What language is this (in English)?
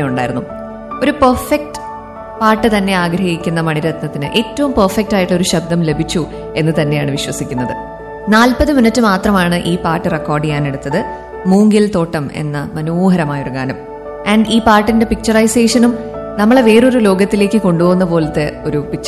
Malayalam